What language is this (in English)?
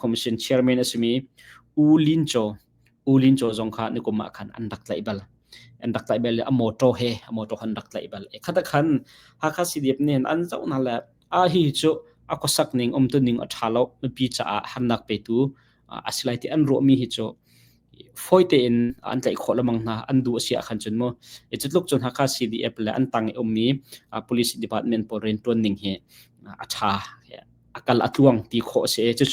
Hakha Chin